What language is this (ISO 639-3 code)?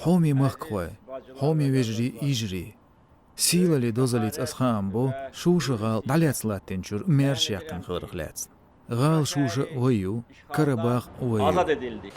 che